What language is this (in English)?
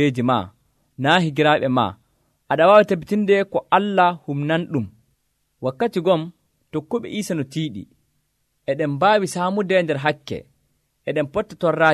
Nigerian Fulfulde